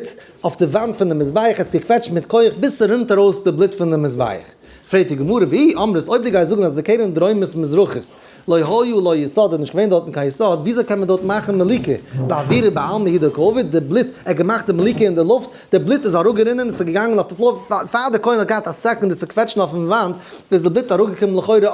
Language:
Yiddish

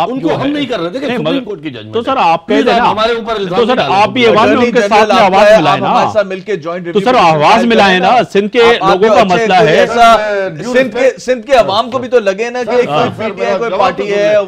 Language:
Urdu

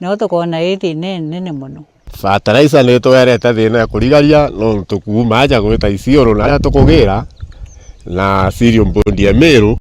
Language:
Meru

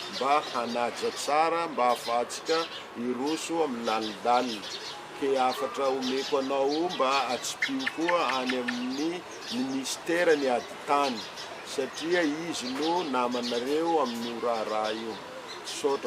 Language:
Malagasy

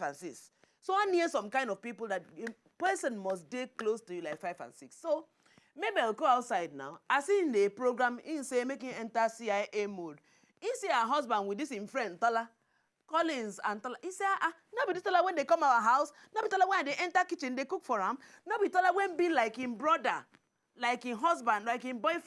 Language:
Nigerian Pidgin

